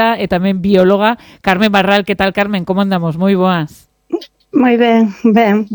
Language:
Galician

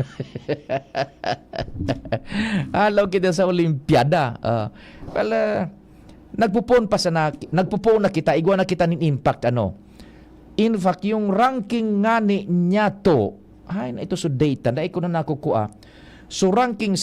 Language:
Bikol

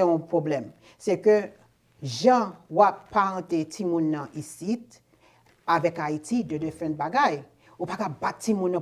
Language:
Haitian Creole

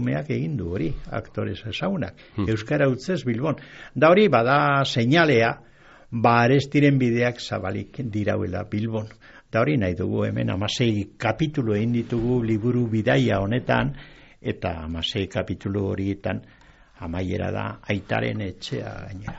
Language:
Basque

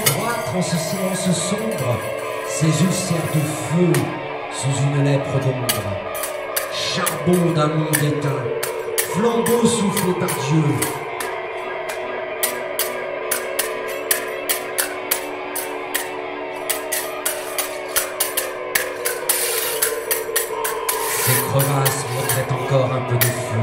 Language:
French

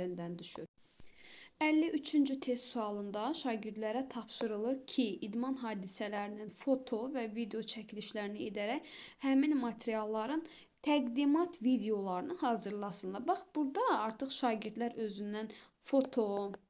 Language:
Azerbaijani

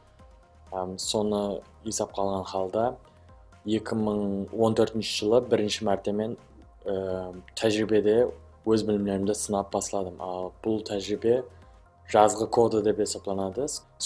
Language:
Kara-Kalpak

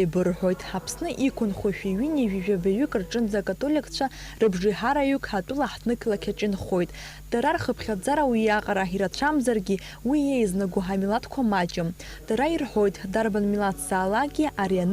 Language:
Abkhazian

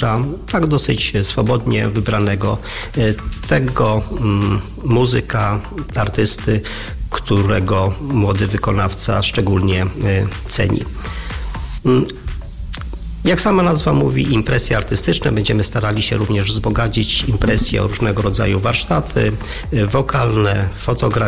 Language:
Polish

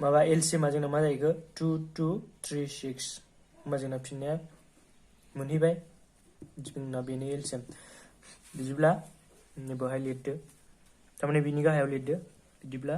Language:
Bodo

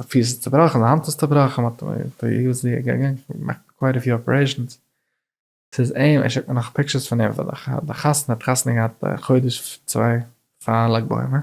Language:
Yiddish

